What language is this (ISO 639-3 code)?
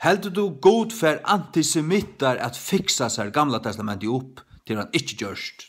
fao